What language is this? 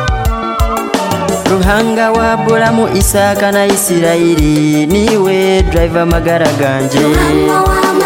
Kinyarwanda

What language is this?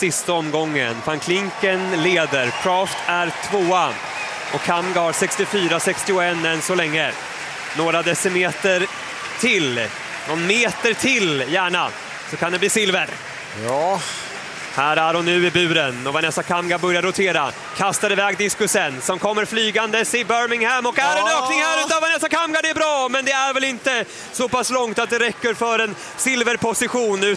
Swedish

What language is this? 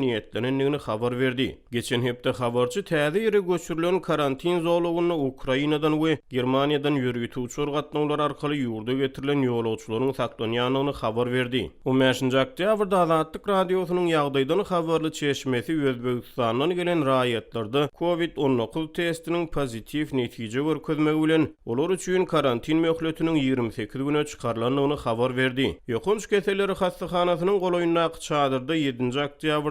Turkmen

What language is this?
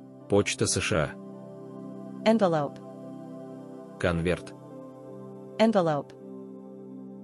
Russian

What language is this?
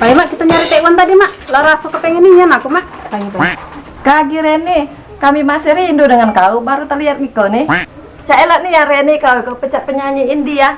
Musi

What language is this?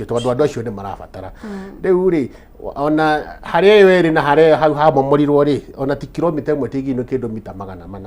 Kikuyu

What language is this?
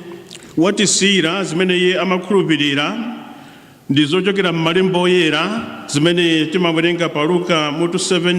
Nyanja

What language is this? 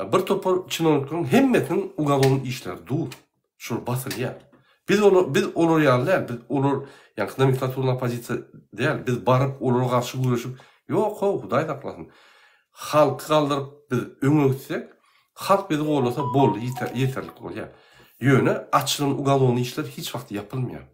Turkmen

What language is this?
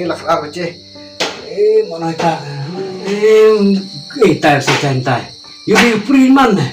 Khasi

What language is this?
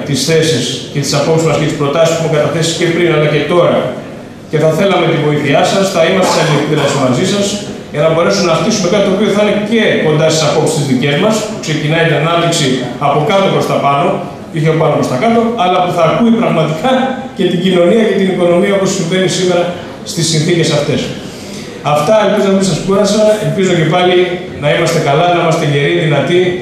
Greek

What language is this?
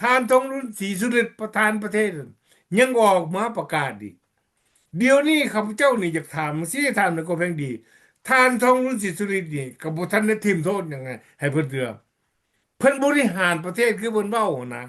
Lao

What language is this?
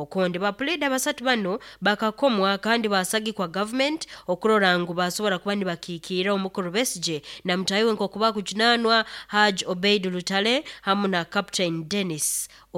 Nyoro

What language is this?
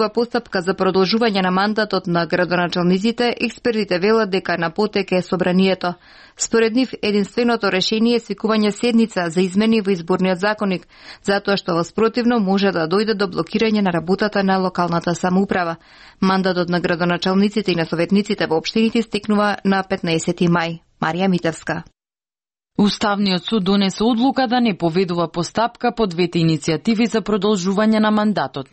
Macedonian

